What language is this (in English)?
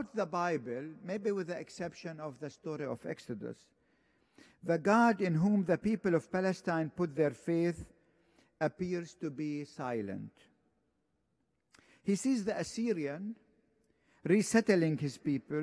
English